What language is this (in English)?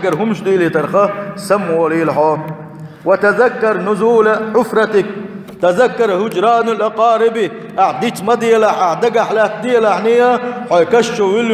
Chechen